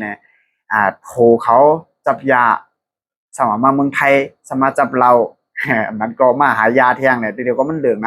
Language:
Shan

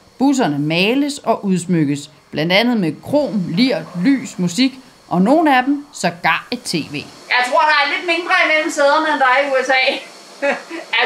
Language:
Danish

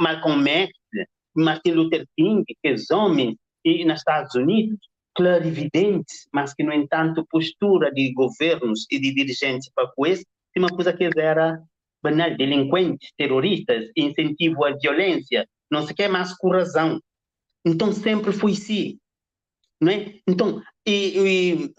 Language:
Kabuverdianu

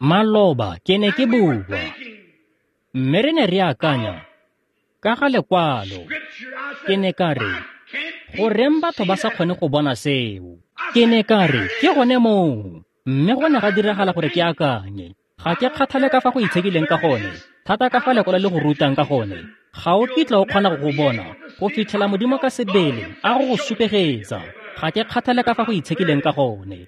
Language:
Tswana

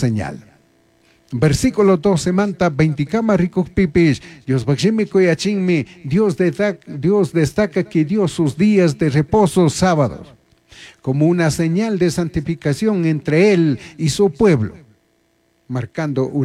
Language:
Chimborazo Highland Quichua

